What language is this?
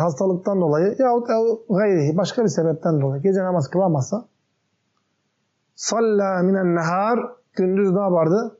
Turkish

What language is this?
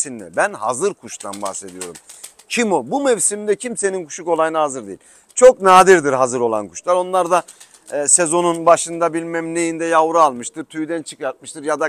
Turkish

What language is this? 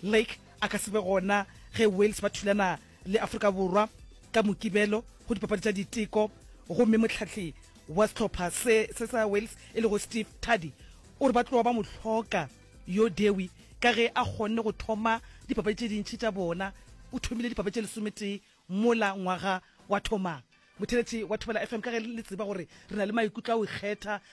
Northern Sotho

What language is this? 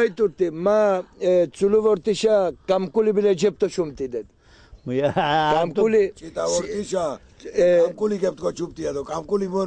Laz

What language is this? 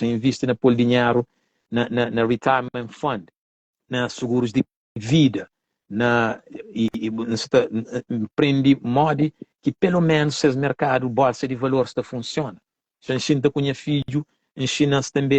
Kabuverdianu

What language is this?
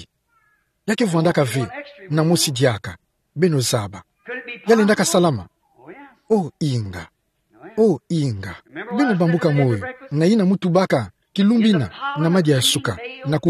Kituba (Democratic Republic of Congo)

